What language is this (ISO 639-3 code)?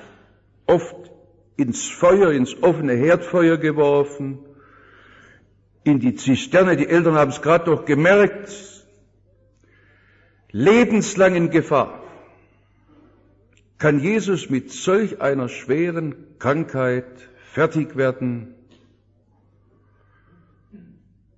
deu